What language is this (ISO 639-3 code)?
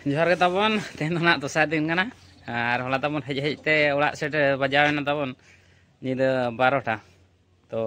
sat